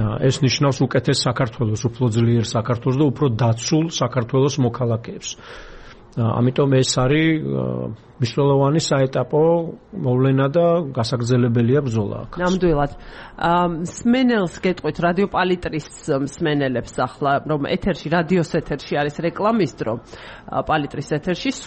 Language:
Georgian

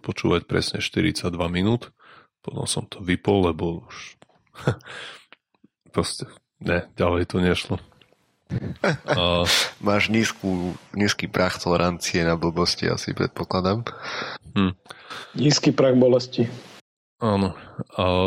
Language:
Slovak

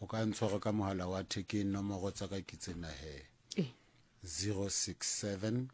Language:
Southern Sotho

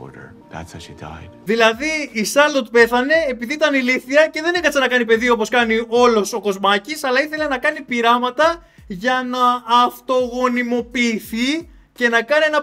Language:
Greek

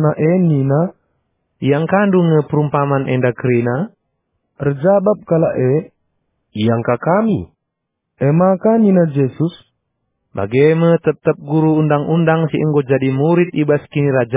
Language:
Batak Karo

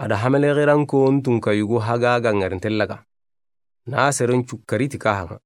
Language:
Soninke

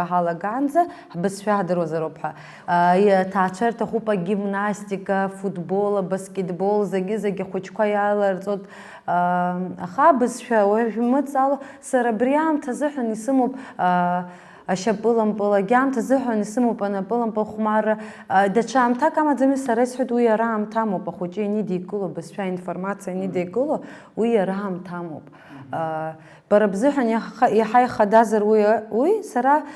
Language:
Abkhazian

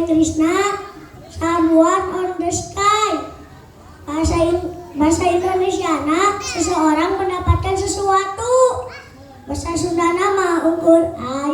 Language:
Sundanese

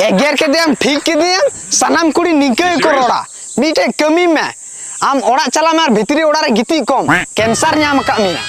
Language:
Santali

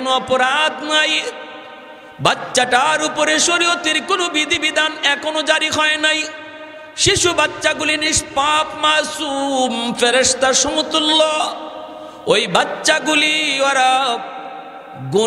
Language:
Bangla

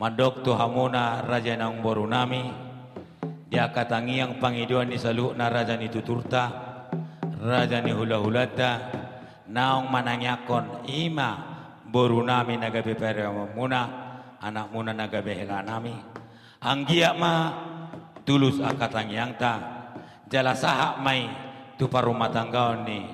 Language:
Batak Toba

